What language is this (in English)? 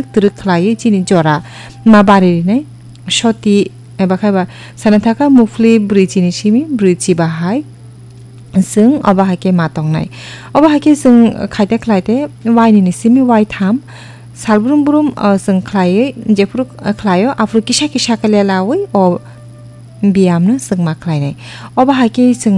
Kok Borok